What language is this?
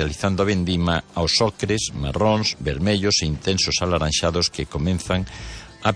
Galician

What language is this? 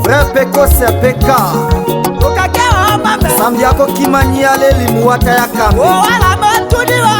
Tetela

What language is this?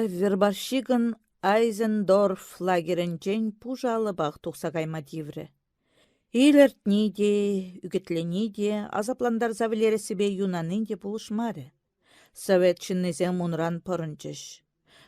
Chuvash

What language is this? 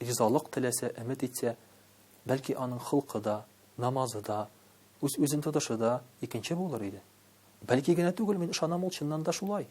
Tatar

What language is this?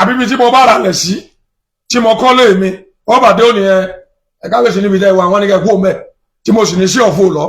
Yoruba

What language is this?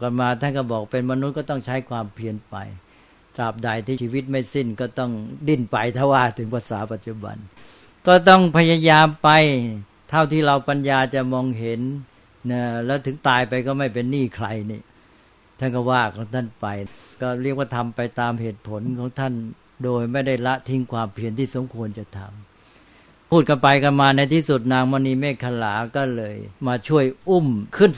Thai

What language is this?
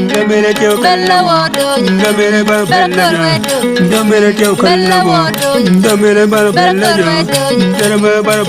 Acoli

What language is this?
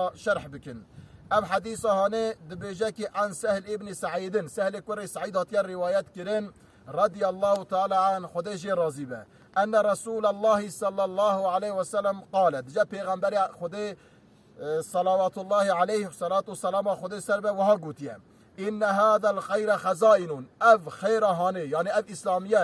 Kurdish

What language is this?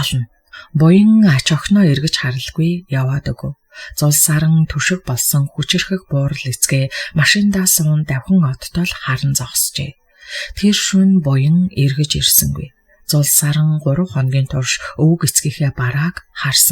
Mongolian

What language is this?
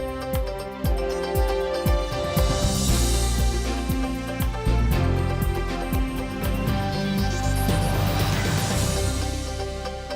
Udmurt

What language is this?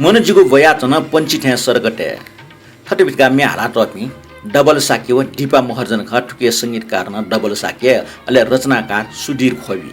Newari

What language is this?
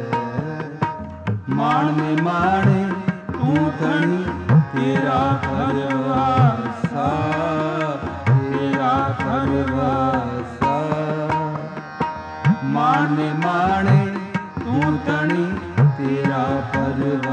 Punjabi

